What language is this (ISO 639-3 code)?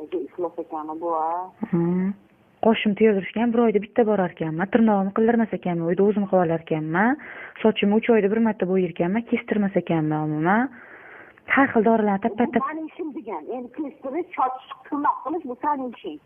uzb